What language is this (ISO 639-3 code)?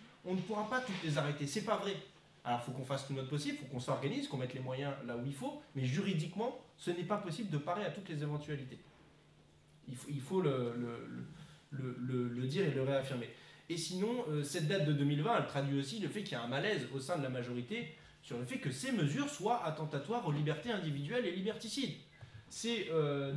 fra